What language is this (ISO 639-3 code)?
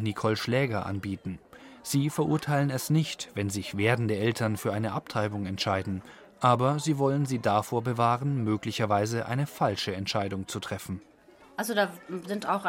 deu